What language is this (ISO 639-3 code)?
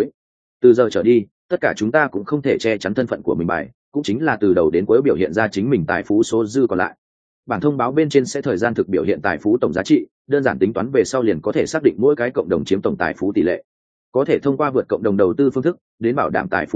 vie